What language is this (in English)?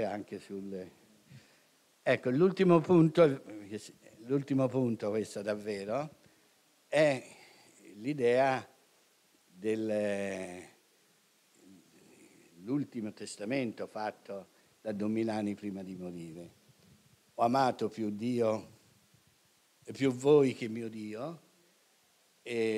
Italian